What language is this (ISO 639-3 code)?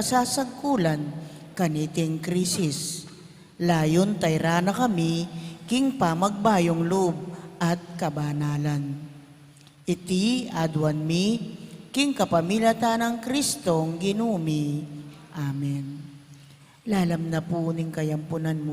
pam